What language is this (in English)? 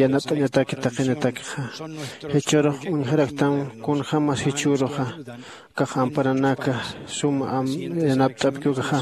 Aymara